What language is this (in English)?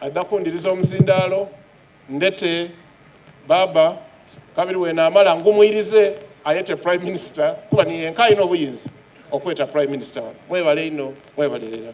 Soga